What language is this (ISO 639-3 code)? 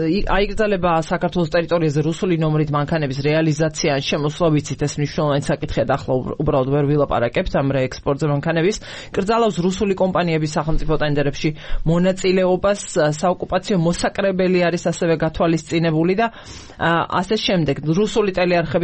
kat